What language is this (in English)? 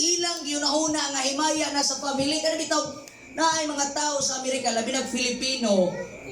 Cebuano